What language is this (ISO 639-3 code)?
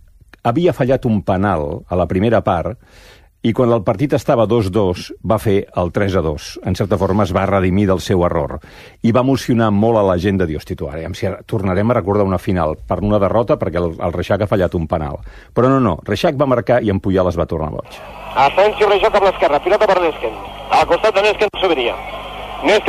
cat